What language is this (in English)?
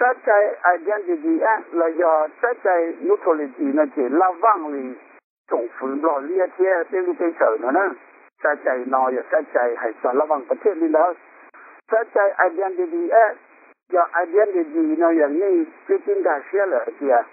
Hmong